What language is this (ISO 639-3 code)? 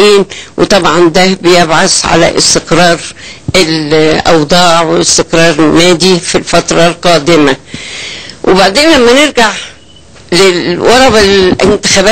arz